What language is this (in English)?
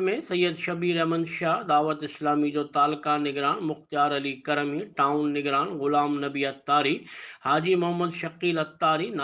Sindhi